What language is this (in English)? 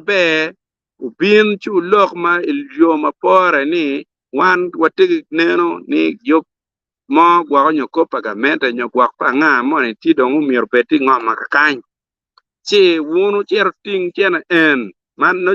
Acoli